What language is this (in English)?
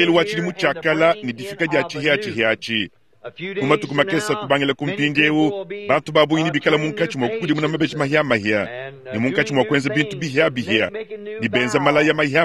Luba-Lulua